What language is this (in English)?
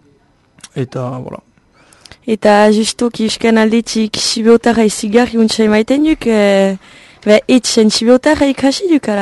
Basque